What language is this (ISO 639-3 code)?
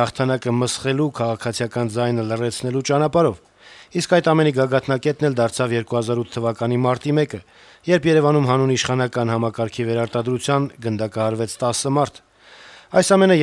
hye